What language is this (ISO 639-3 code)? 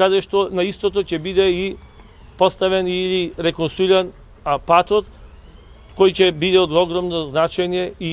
mkd